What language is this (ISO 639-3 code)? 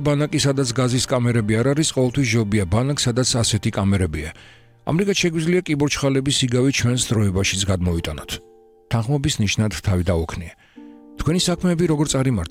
kat